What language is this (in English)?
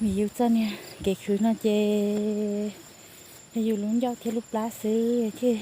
Hmong